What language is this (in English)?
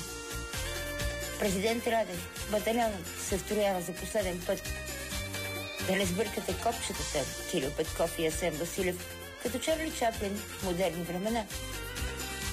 Bulgarian